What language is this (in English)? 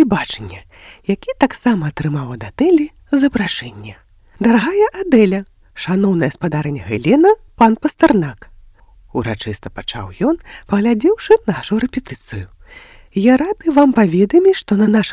Belarusian